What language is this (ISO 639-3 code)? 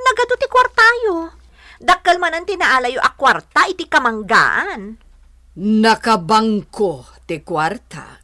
ilo